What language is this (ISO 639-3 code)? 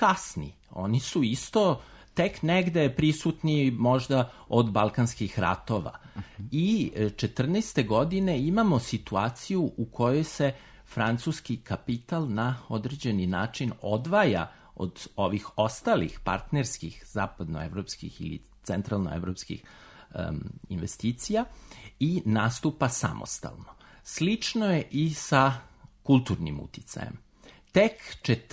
srp